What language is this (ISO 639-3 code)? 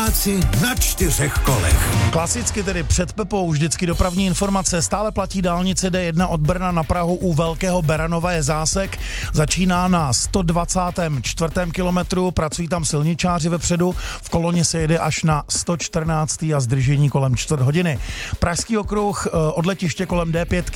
ces